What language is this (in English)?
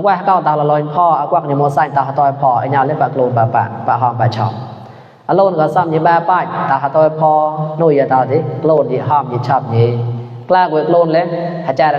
Mon